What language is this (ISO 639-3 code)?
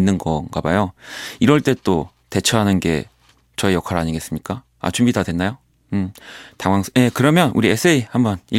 kor